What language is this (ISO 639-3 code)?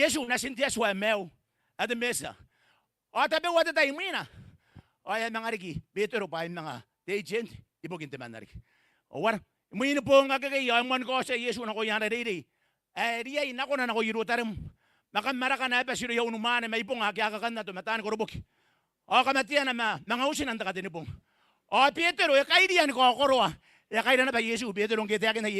gil